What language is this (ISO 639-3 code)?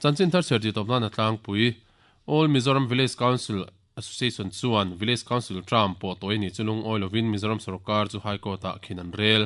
lus